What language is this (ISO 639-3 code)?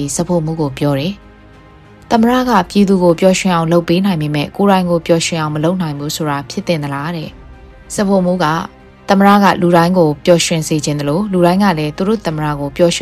mya